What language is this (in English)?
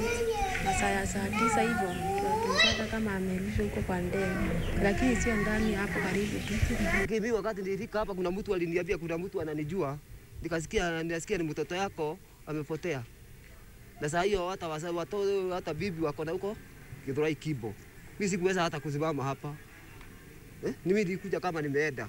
Swahili